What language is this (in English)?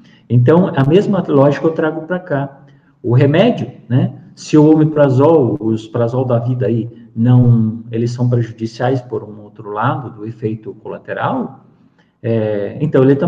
Portuguese